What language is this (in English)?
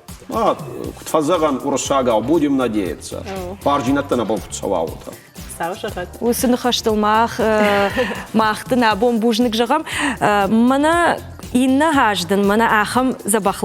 Ossetic